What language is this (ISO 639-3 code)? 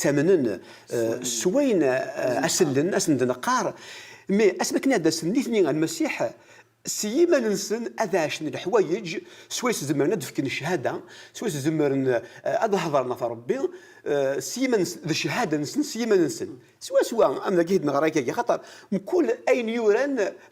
kab